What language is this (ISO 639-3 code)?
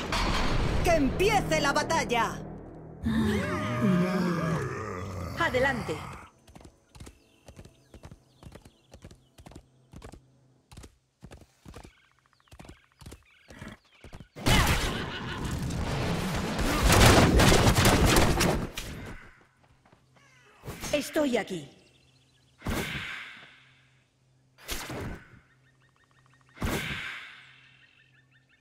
spa